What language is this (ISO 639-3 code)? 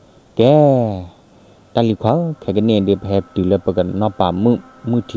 ksw